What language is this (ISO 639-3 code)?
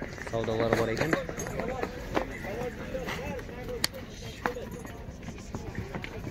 kaz